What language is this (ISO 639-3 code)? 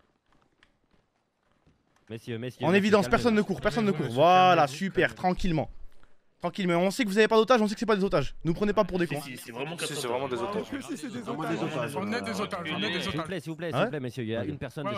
fra